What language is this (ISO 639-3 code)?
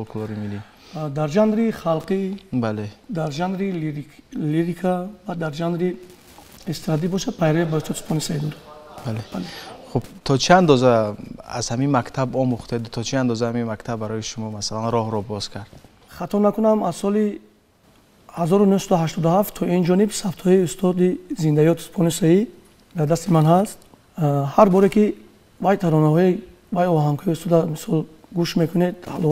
tgk